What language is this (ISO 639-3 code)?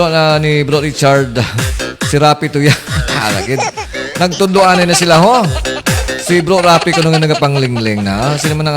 hil